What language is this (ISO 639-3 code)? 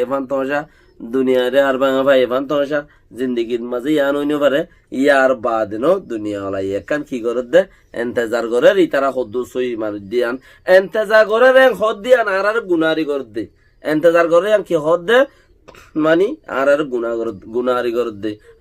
rhg